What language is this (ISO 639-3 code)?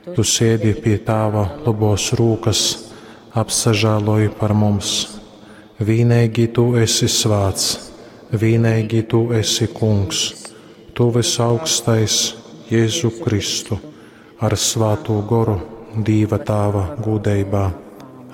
ltg